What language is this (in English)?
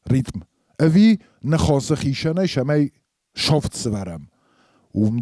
Ossetic